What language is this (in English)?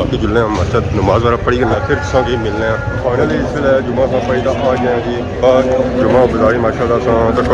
Pahari-Potwari